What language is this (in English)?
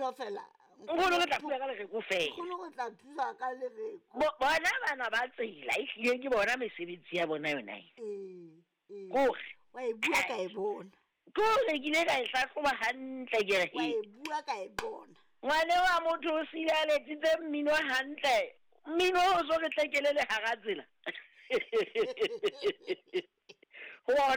Southern Sotho